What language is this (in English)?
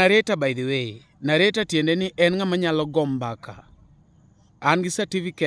Luo (Kenya and Tanzania)